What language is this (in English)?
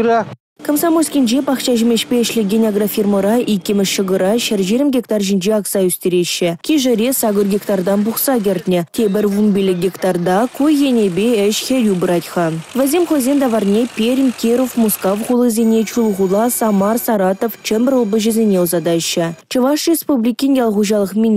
Chuvash